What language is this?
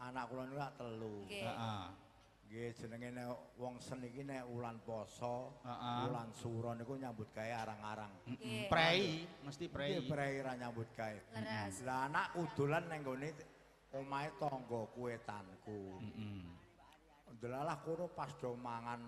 Javanese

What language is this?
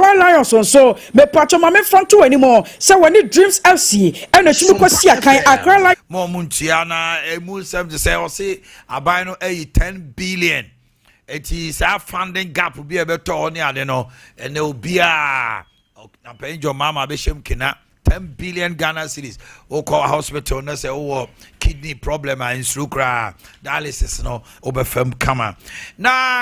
Akan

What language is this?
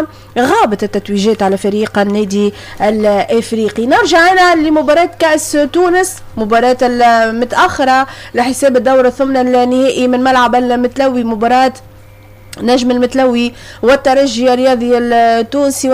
Tunisian Arabic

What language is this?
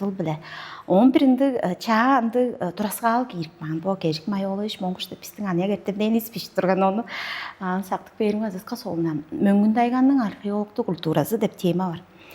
Tuvinian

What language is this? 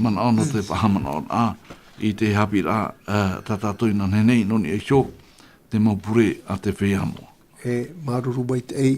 Tahitian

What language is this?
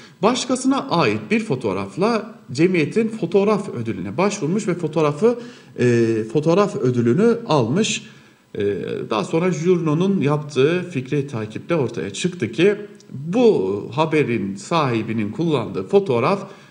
Turkish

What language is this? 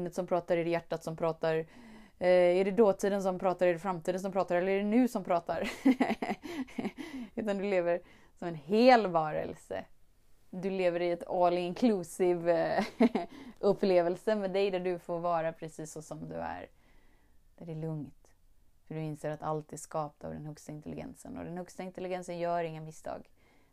Swedish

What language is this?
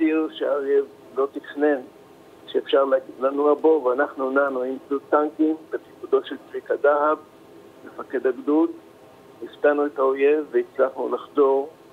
Hebrew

